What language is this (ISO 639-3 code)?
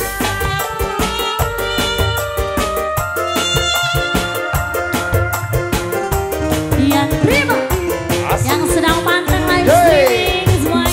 ind